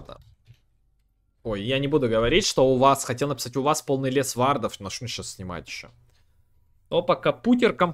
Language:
Russian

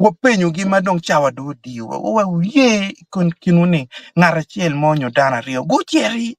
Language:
Acoli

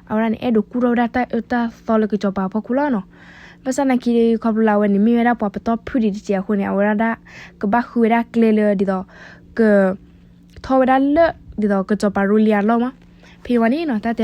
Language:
S'gaw Karen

